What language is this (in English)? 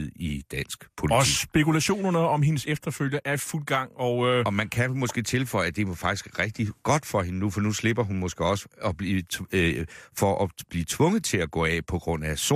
Danish